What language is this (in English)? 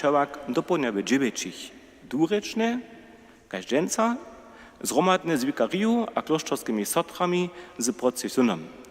Upper Sorbian